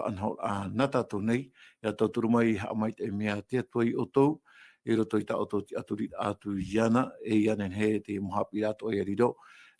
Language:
Tahitian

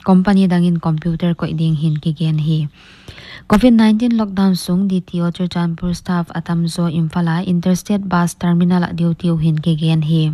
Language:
Paite Chin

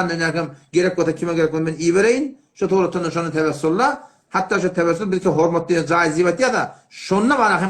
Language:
Turkmen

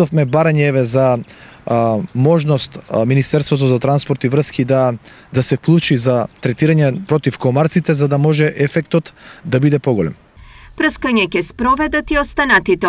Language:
Macedonian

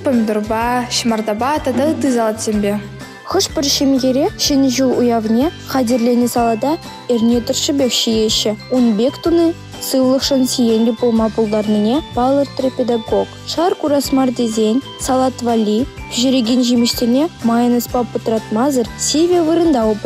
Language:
Chuvash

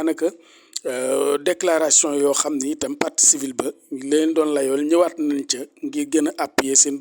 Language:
Wolof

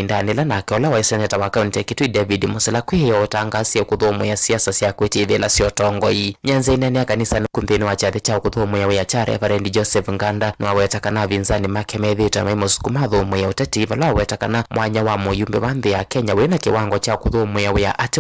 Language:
Kamba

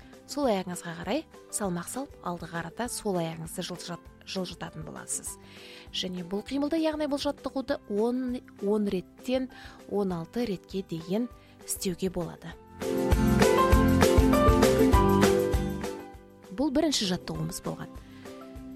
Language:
Kazakh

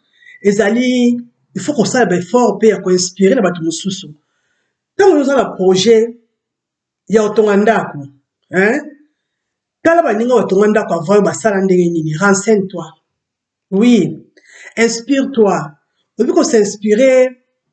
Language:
Lingala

